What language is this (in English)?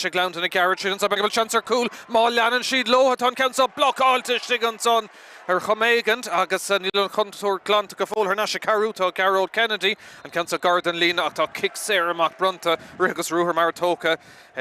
Irish